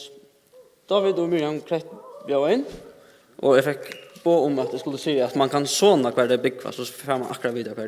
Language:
Faroese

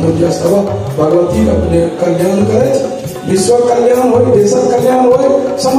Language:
Maithili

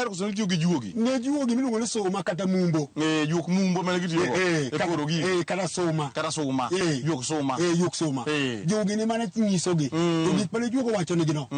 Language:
Luo (Kenya and Tanzania)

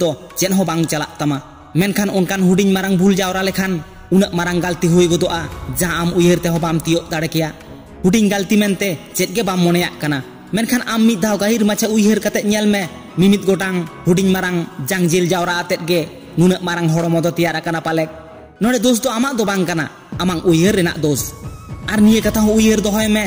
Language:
Santali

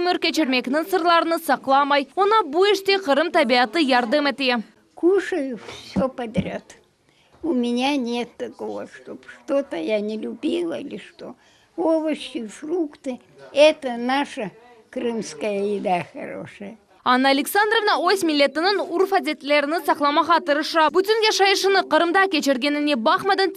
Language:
Crimean Tatar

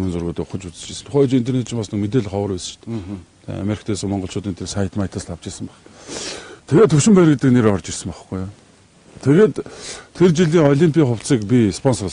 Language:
Mongolian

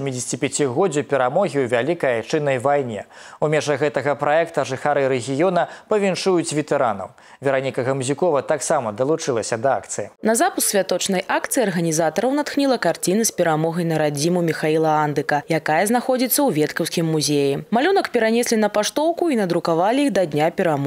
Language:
Belarusian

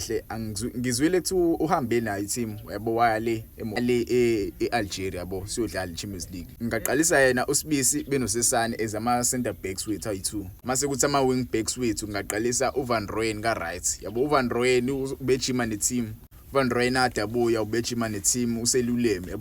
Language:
Zulu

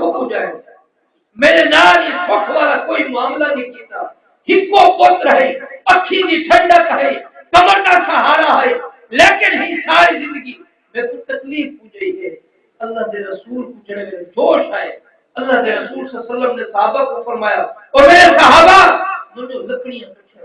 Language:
Saraiki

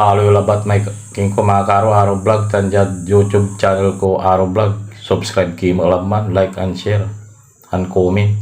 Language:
Pangasinan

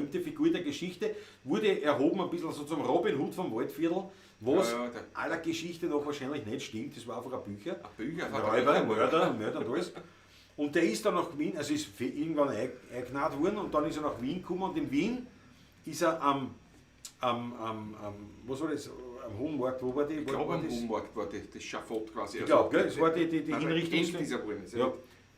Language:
Bavarian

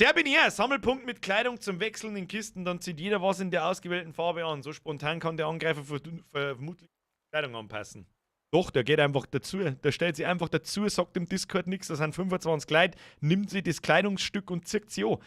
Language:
Bavarian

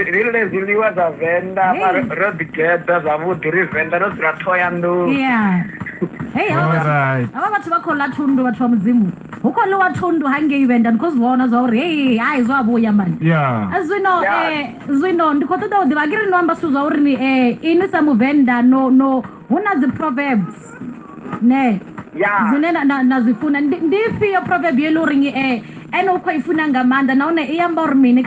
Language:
Venda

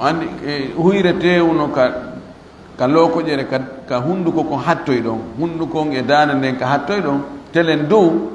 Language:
Fula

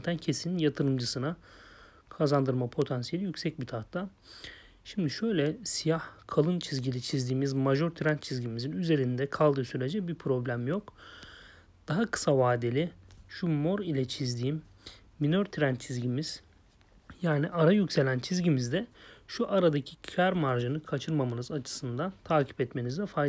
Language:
Turkish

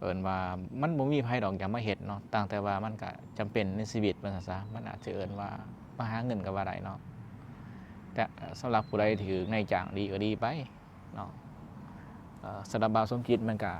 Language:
Lao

